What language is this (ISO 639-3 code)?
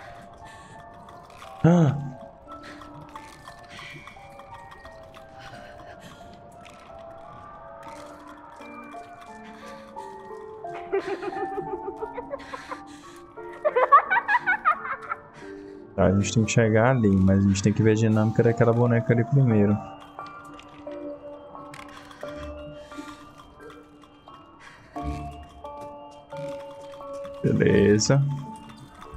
por